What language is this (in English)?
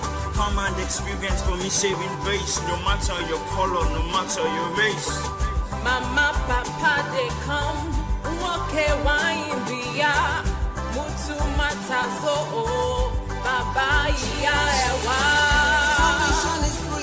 Ewe